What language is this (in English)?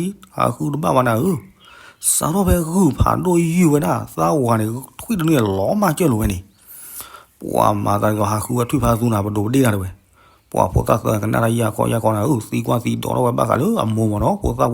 S'gaw Karen